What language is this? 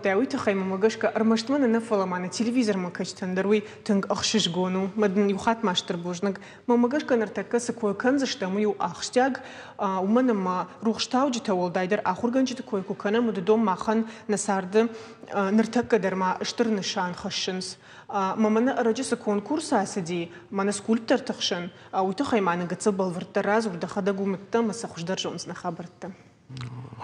Ossetic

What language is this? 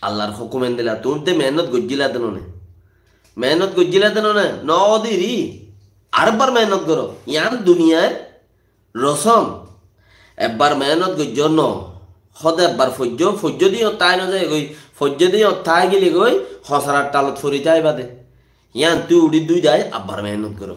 Rohingya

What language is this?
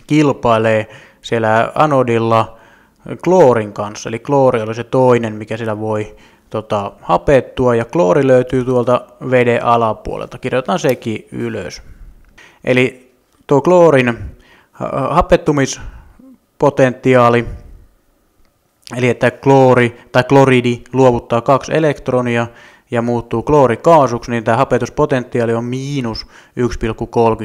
Finnish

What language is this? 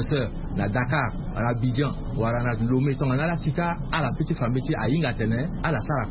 Sango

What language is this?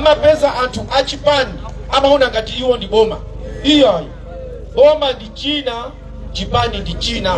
Nyanja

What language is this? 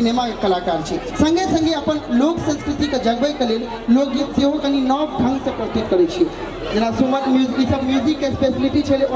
Maithili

